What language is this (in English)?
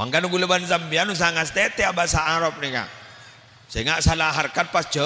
Madurese